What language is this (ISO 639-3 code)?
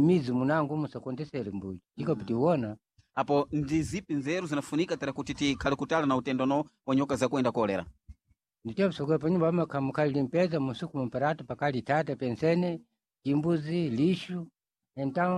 seh